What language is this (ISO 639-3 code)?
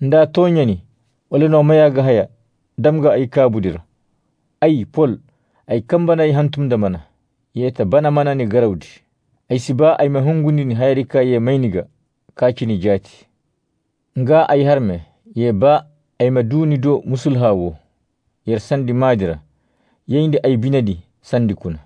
som